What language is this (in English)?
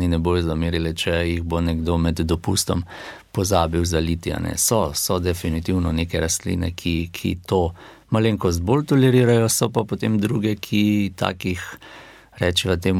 Slovenian